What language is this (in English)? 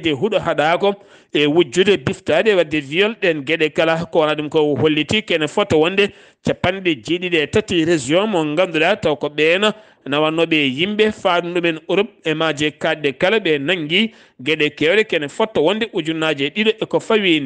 Fula